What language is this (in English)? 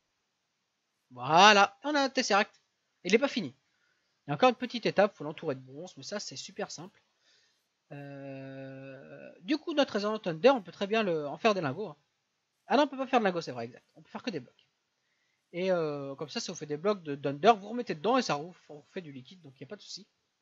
French